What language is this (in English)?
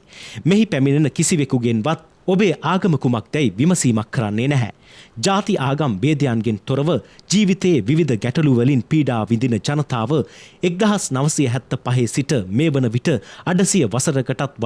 Sinhala